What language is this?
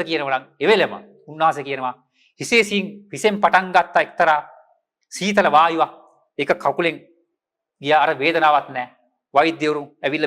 Sinhala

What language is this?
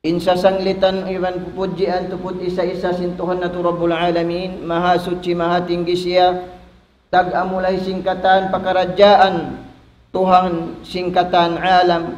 Tausug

